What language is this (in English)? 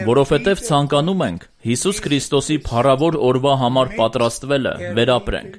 Armenian